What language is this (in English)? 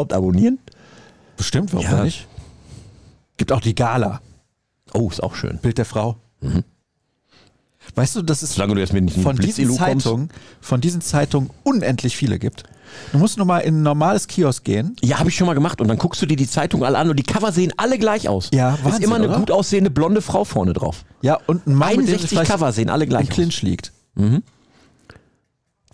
German